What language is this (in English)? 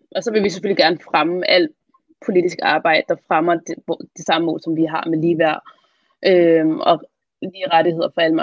Danish